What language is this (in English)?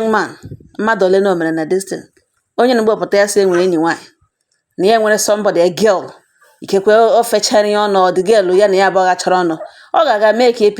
Igbo